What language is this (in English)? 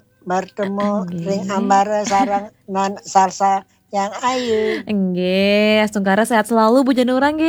Balinese